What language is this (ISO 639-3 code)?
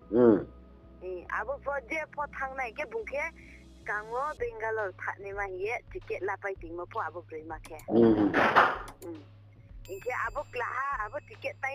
ria